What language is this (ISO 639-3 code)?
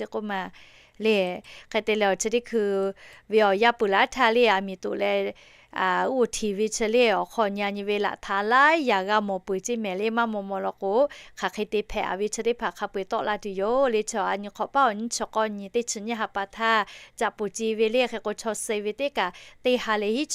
lhu